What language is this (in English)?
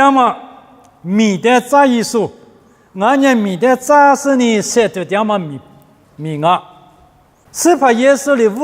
Lisu